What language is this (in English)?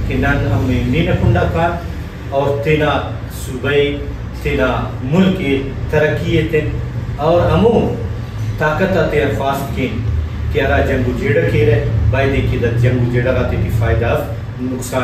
Brahui